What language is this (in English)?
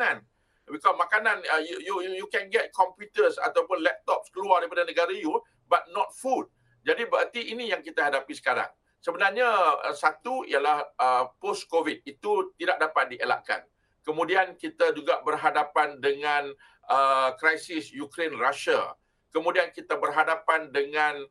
Malay